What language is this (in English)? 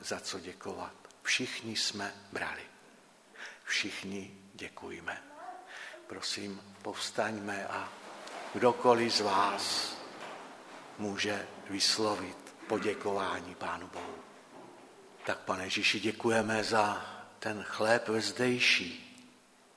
Czech